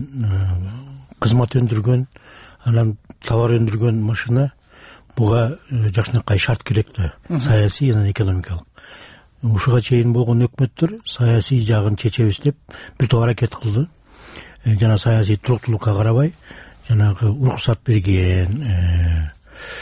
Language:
Kyrgyz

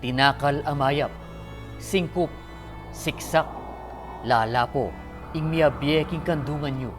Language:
Pampanga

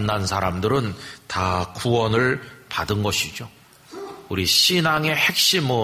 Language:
Korean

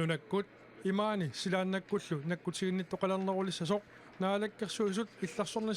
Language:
Kalaallisut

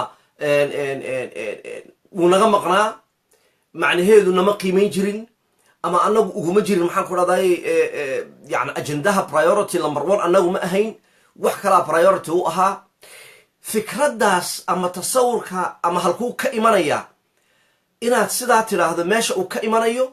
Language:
Somali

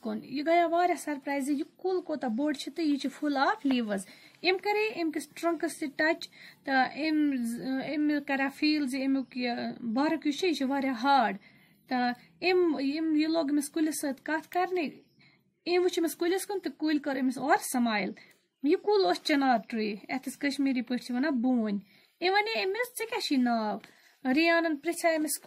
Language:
Kashmiri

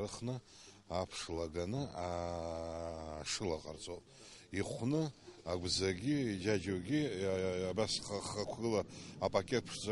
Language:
Abkhazian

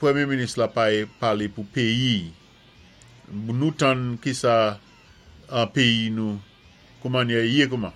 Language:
Saint Lucian Creole French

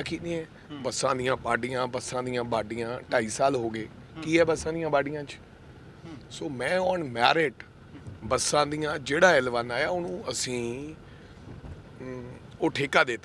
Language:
Punjabi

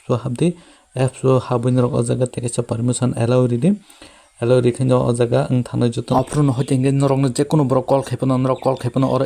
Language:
Kok Borok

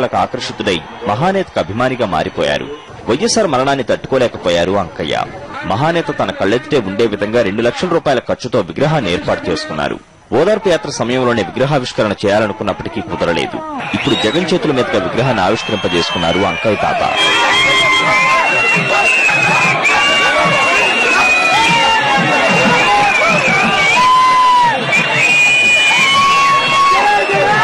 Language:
Telugu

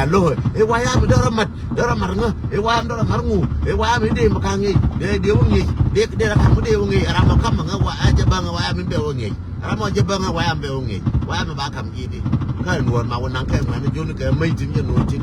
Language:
Nuer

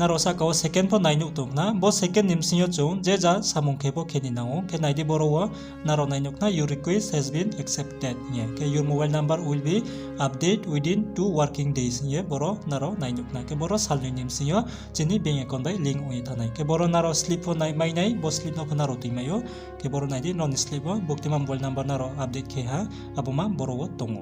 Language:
Riang (India)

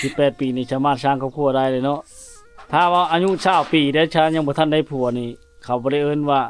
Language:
Lao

